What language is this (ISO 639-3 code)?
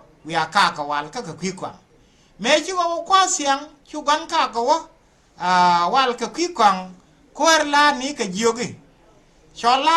nus